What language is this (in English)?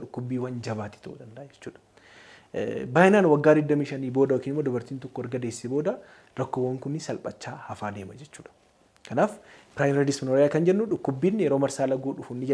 Oromo